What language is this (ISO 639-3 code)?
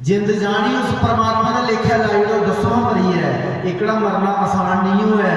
doi